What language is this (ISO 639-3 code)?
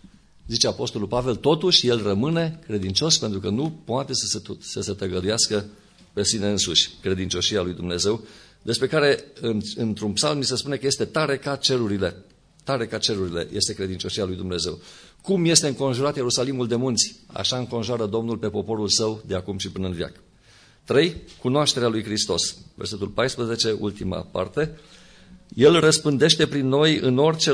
ron